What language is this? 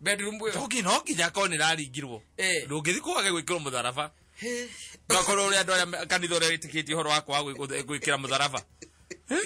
Kikuyu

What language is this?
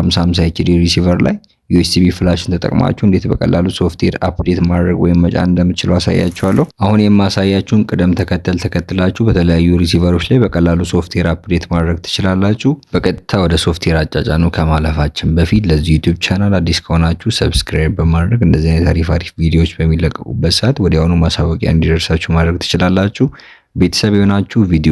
Amharic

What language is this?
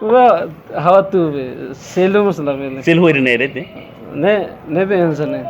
Tetum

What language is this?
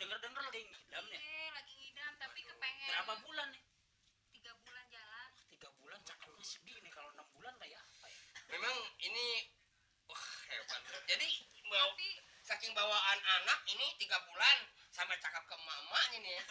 Betawi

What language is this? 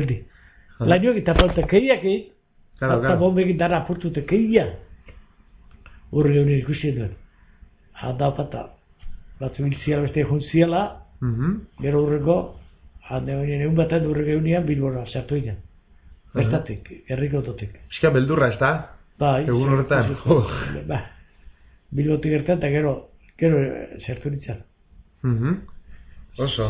Basque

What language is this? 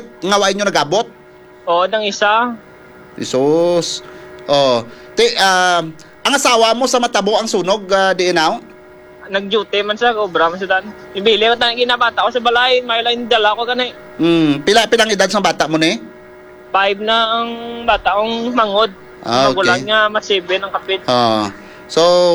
Hiligaynon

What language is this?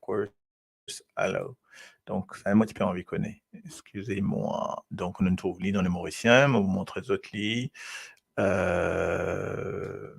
Morisyen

